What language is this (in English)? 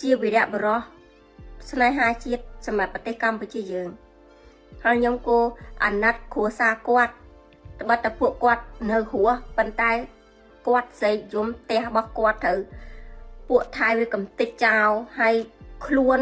Khmer